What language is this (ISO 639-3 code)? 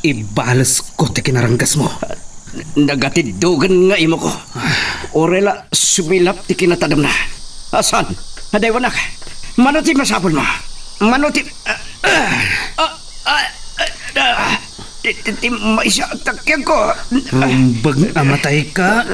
ilo